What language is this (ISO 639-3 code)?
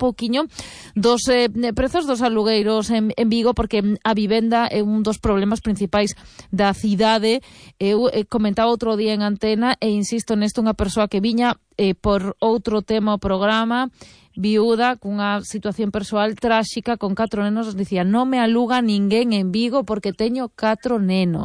glg